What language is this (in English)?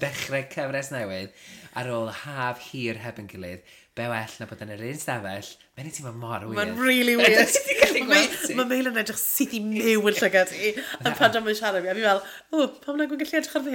Welsh